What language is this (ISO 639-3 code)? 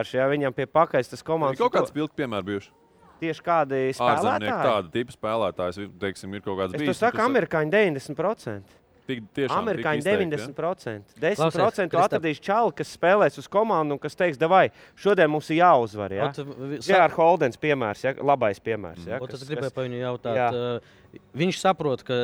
lav